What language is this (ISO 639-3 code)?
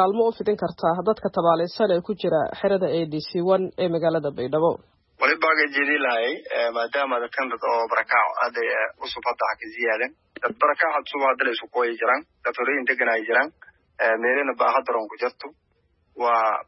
som